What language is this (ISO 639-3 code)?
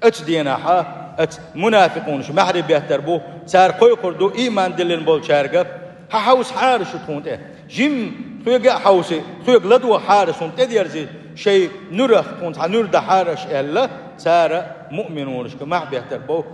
che